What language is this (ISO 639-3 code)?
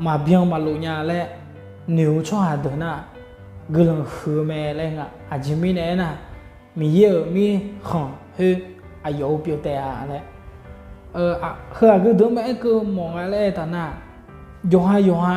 ahk